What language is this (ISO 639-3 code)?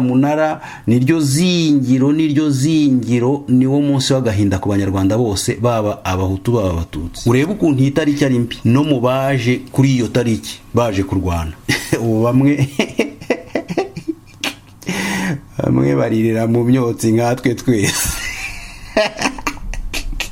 kin